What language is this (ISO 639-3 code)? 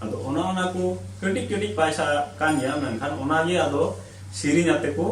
sat